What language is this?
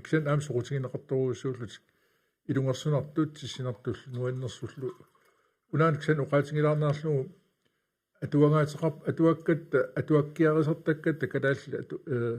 Kalaallisut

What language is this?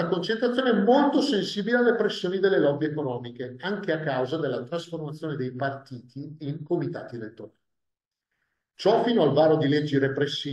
Italian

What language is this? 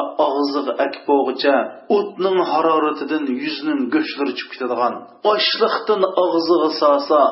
Uyghur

